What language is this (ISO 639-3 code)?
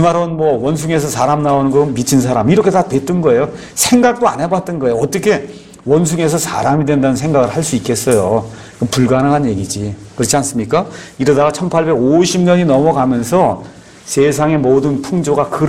kor